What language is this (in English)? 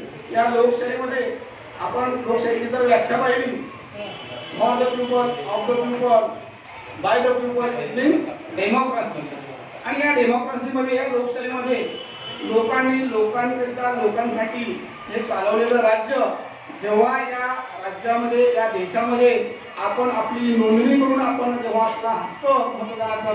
Marathi